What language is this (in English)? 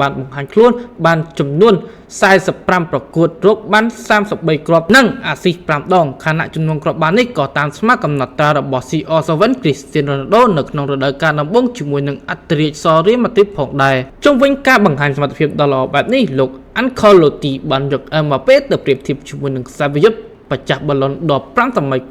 Khmer